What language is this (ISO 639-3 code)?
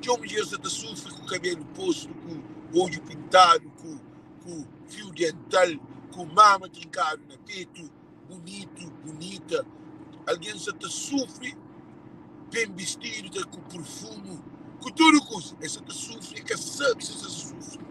kea